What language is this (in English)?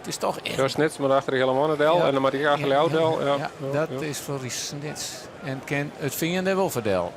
Western Frisian